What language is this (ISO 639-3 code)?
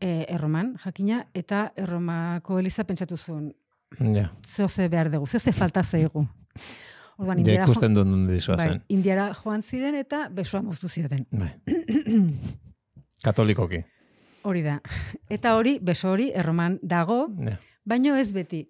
eus